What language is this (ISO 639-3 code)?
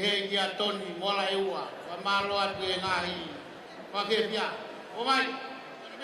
ton